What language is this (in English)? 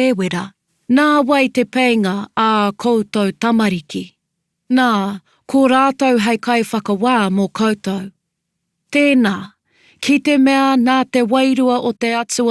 Māori